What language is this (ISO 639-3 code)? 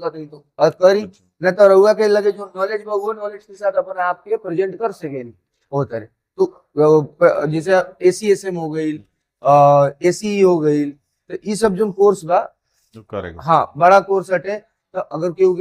bho